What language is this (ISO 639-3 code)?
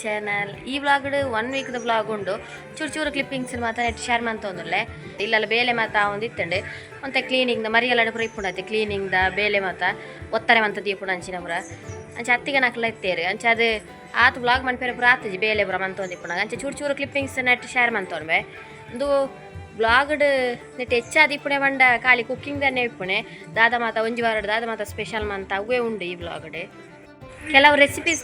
tcy